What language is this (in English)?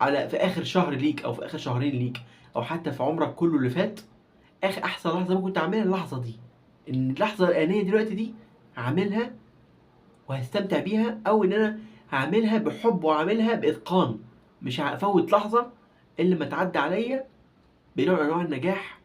Egyptian Arabic